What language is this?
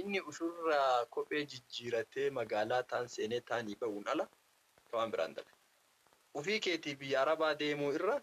Oromo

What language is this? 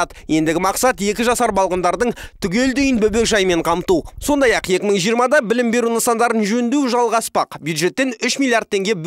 Kazakh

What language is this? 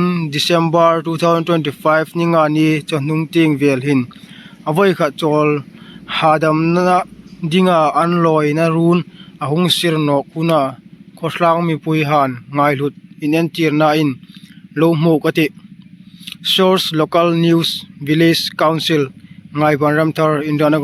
Hmar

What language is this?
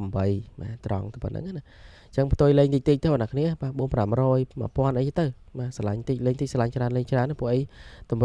Khmer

